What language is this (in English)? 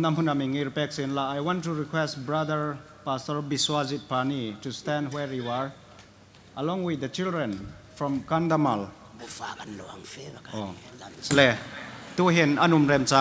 Hmar